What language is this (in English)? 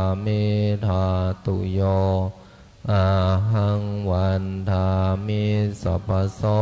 Pali